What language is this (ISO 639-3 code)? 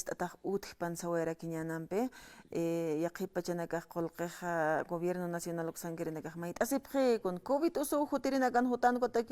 aym